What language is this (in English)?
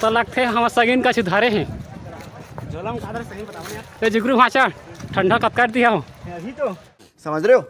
Chhattisgarhi